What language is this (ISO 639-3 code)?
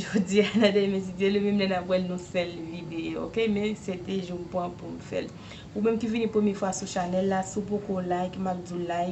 hat